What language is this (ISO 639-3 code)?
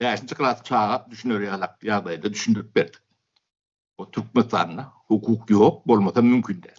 tuk